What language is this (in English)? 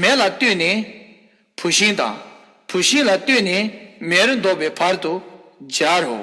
Tibetan